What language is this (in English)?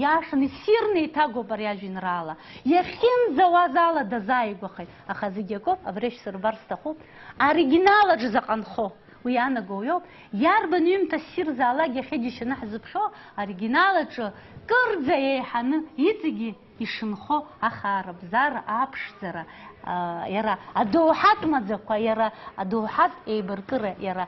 Abkhazian